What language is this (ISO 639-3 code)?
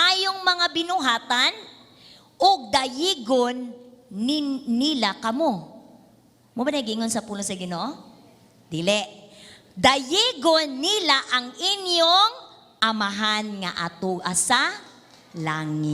ceb